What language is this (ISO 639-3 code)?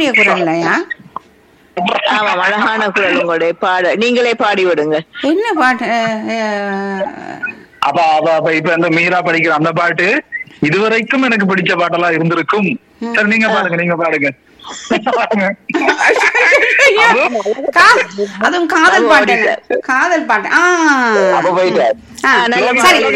tam